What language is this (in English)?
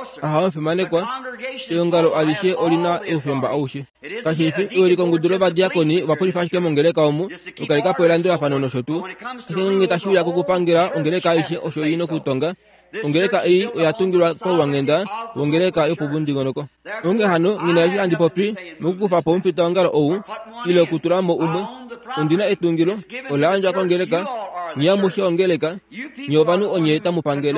Kuanyama